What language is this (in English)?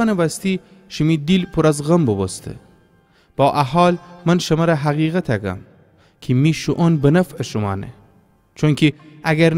Gilaki